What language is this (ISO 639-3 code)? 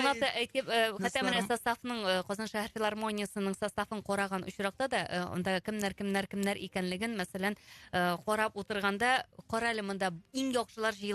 tat